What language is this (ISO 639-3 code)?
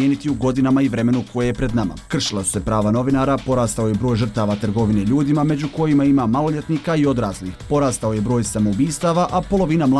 bos